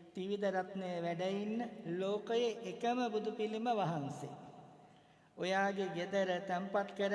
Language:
Sinhala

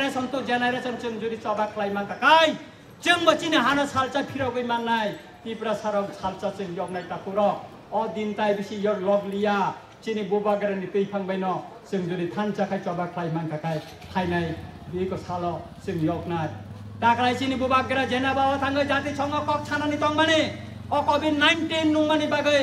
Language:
Kok Borok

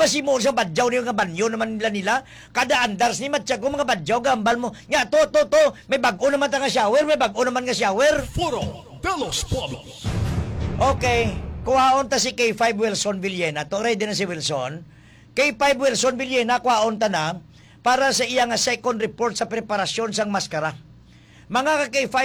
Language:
Hiligaynon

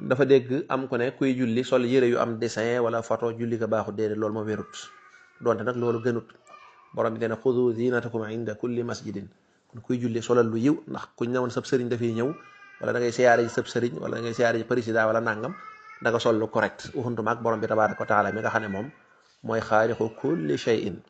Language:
Wolof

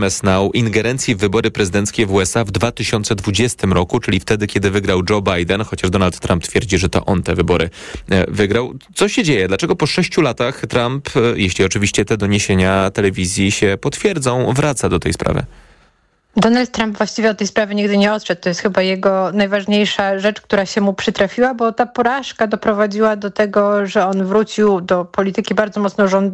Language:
Polish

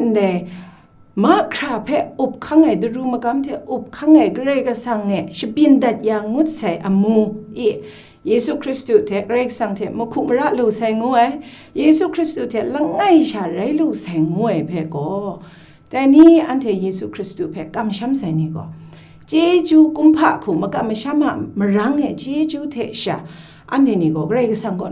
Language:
Kachin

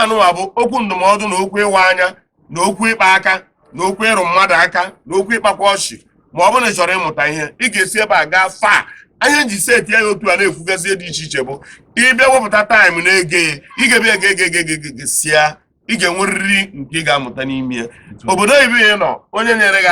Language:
Igbo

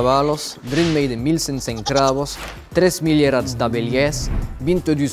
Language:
Occitan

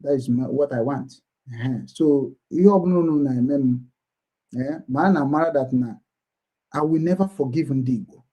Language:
Igbo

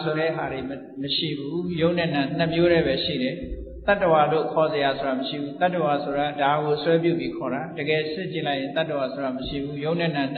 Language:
Burmese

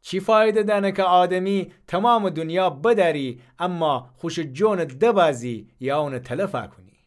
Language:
Gilaki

